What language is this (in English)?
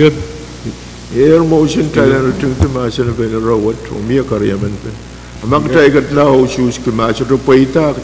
Pohnpeian